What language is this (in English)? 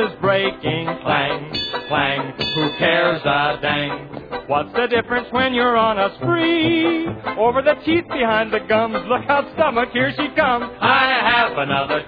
English